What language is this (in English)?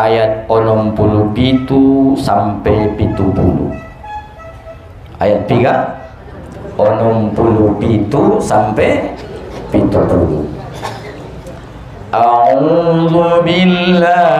Batak Mandailing